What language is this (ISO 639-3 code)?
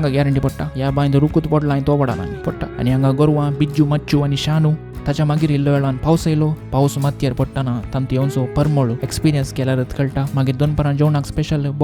kok